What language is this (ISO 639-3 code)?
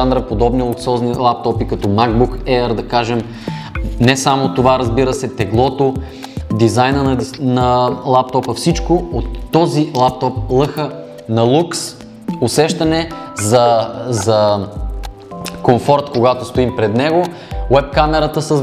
bul